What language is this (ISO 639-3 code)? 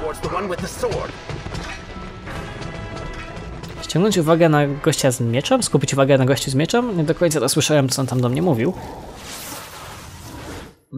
pol